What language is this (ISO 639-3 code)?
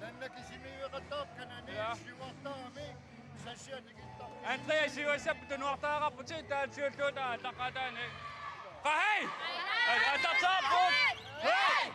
kal